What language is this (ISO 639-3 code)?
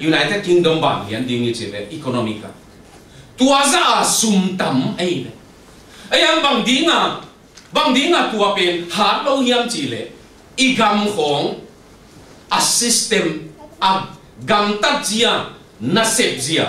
ctd